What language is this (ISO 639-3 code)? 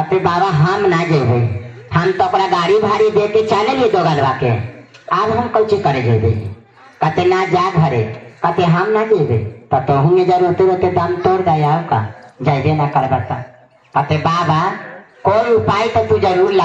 mag